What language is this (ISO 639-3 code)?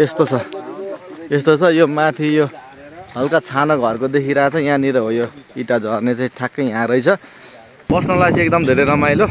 nep